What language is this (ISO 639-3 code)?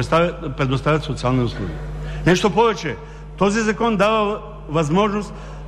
bul